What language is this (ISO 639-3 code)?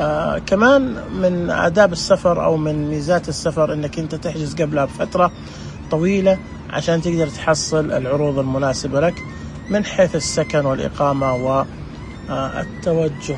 ars